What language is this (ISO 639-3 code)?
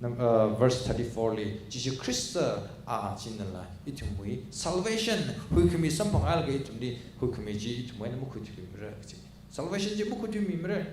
nmf